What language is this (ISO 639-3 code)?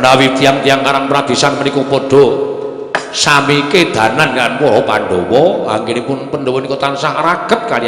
jav